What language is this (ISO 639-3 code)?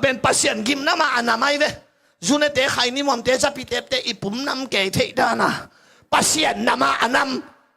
ctd